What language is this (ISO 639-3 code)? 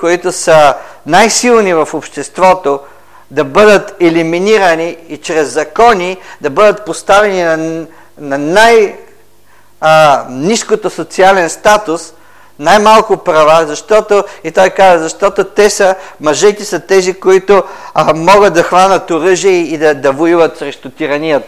bul